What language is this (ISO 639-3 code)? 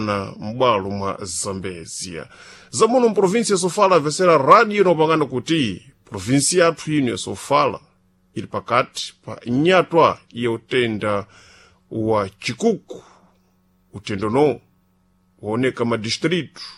seh